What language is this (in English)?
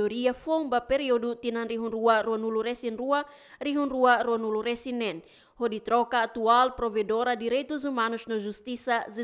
Tetum